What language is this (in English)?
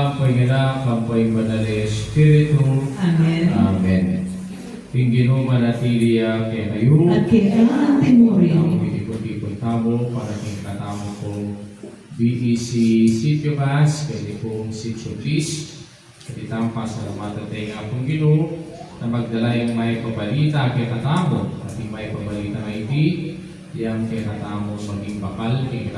Pampanga